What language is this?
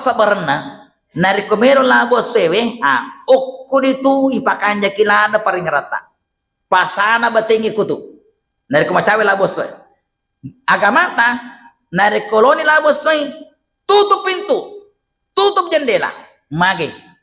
Buginese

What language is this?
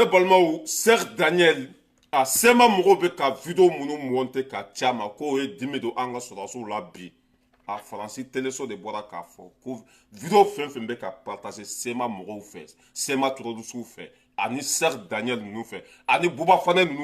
Bambara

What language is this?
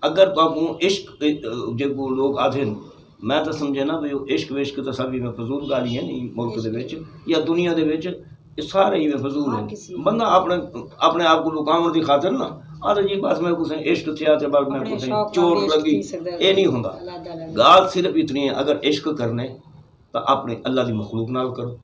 Saraiki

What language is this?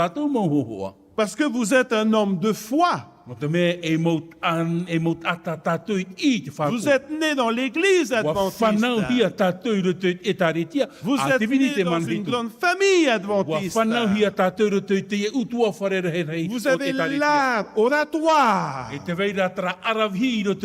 Tahitian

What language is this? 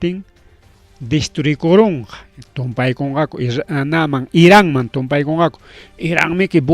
Ayacucho Quechua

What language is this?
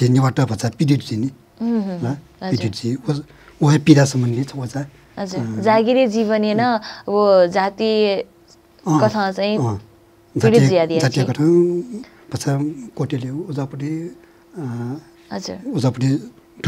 Newari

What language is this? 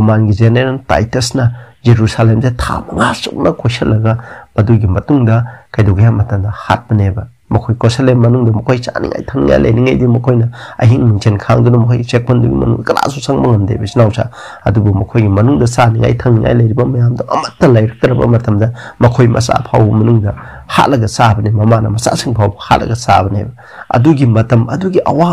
Manipuri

